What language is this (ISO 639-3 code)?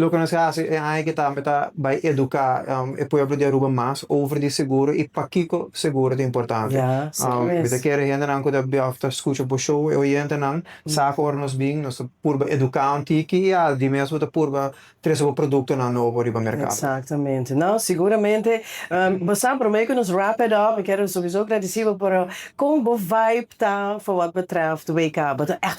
pap